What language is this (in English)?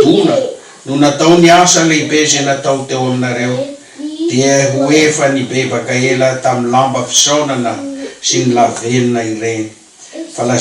Malagasy